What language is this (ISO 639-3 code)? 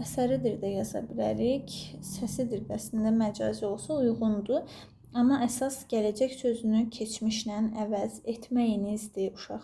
aze